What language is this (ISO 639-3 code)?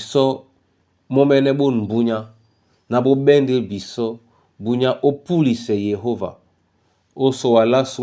dua